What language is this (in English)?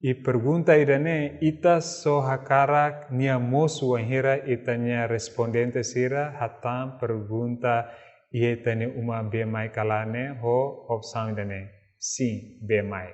Tetum